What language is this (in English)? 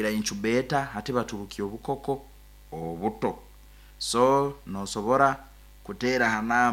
Nyoro